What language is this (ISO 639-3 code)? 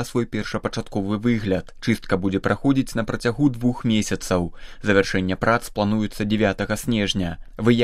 bel